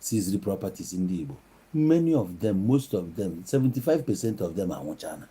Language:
Igbo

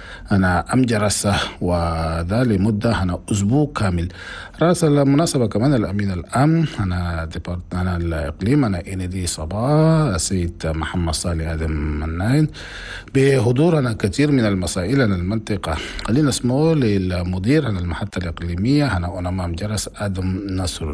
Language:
Chadian Arabic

